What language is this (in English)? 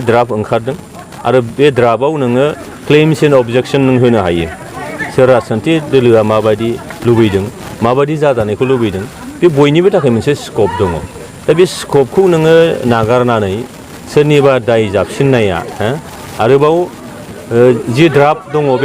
Bodo